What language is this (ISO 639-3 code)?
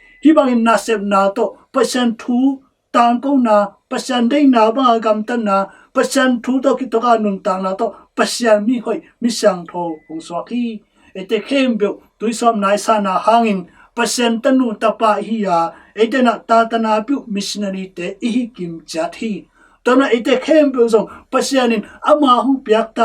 ctd